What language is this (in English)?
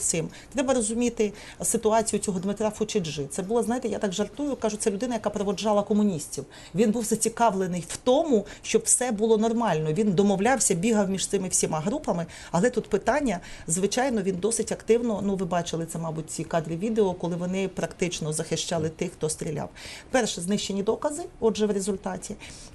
Ukrainian